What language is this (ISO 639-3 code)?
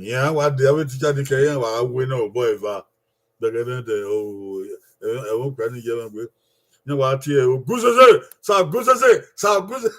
bin